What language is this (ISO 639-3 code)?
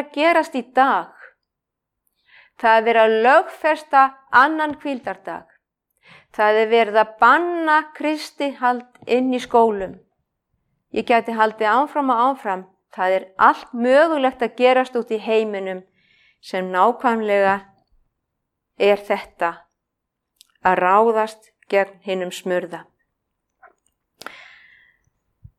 isl